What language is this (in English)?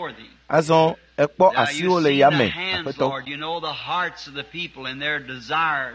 Ewe